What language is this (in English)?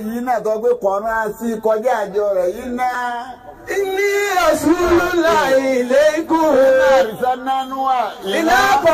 Yoruba